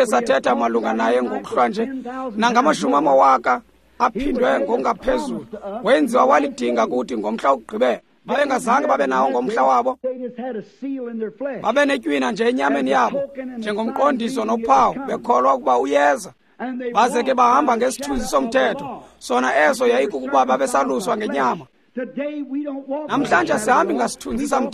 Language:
Xhosa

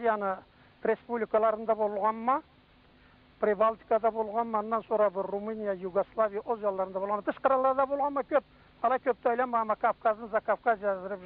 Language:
Karachay-Balkar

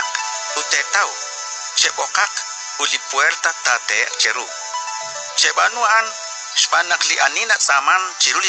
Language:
Kekchí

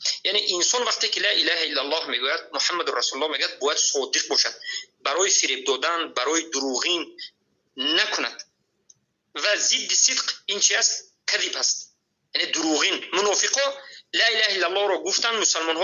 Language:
Persian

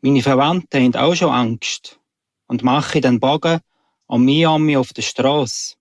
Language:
Swiss German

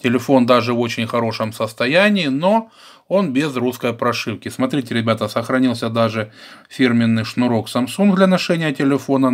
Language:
Russian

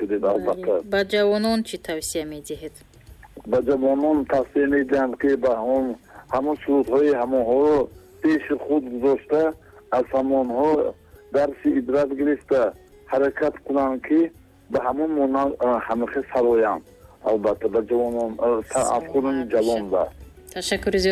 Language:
Tajik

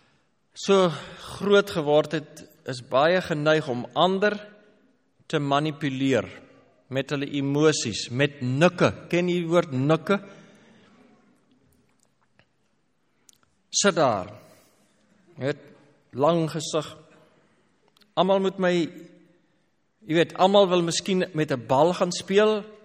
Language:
Afrikaans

